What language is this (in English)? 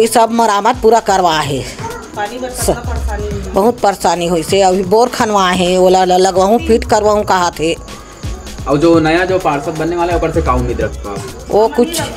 Chhattisgarhi